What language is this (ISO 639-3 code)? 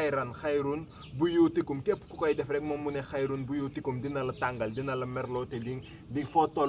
wol